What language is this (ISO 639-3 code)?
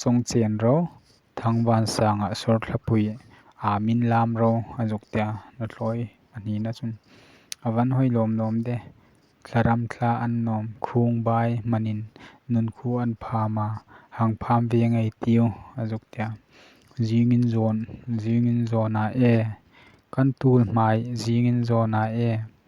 hmr